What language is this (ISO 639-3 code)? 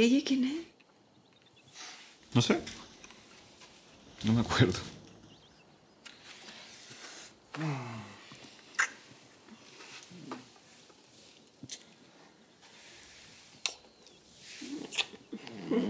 spa